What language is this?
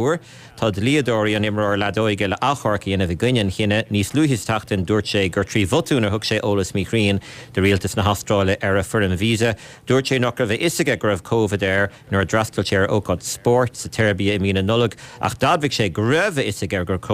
Irish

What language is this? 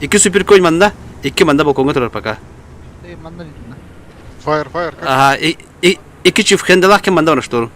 Yakut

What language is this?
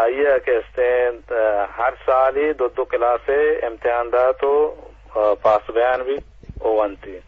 Eastern Balochi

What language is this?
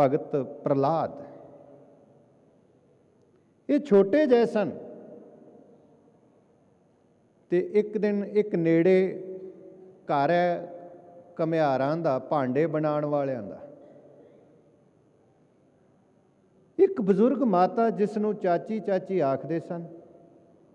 Punjabi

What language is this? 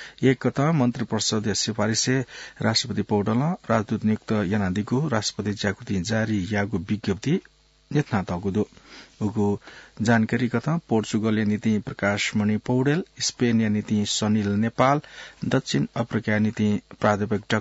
Newari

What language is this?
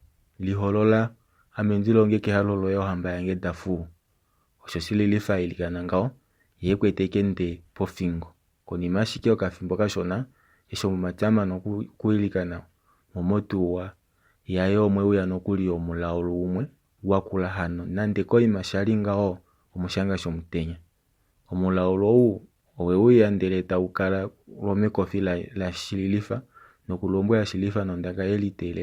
Kuanyama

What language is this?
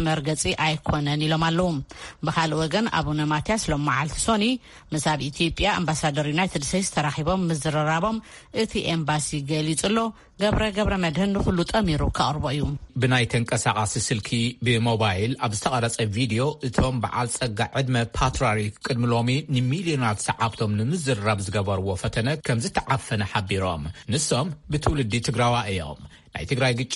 Tigrinya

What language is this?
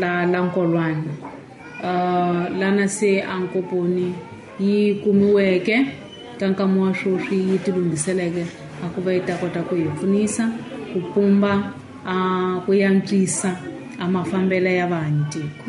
Tsonga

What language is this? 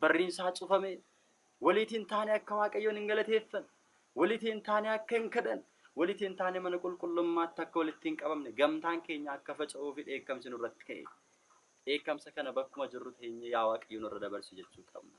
Oromo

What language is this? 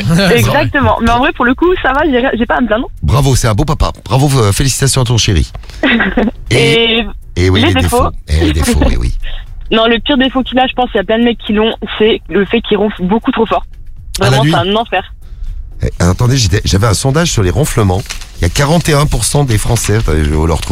French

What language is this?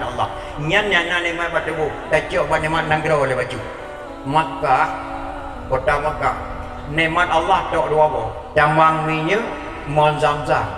Achinese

